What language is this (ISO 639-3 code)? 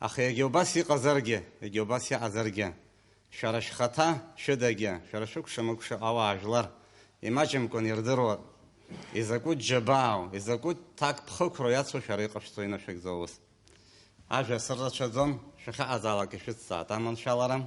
abk